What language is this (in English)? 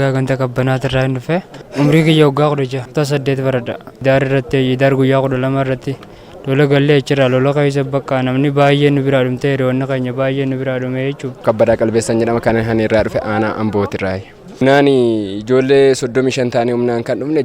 Oromo